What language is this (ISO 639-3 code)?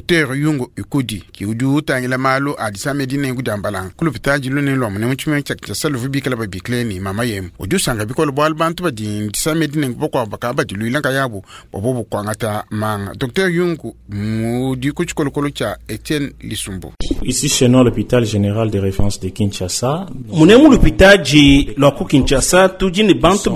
lua